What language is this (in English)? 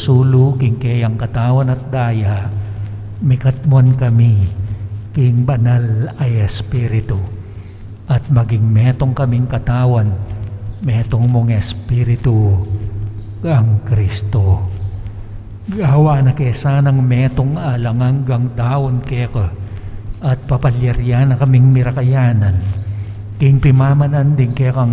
Pampanga